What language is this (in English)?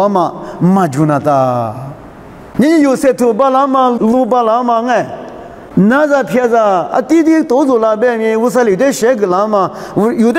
Lisu